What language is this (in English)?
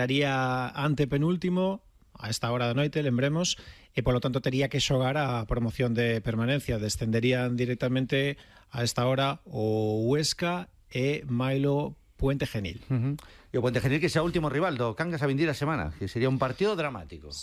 Galician